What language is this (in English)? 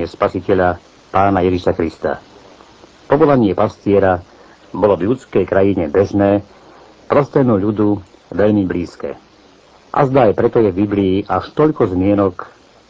Slovak